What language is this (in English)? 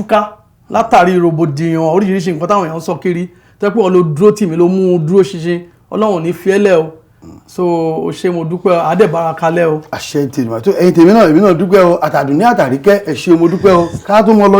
Yoruba